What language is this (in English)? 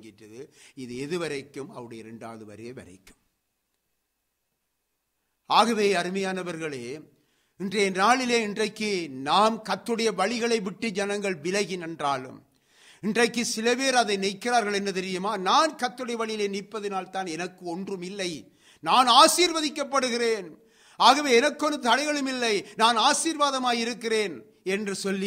Tamil